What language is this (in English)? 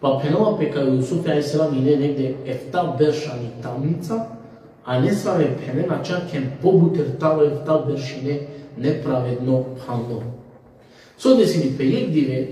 Balkan Romani